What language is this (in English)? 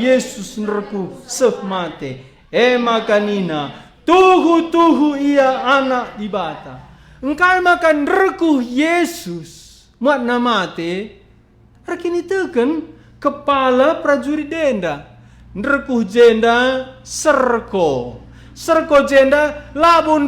Batak Karo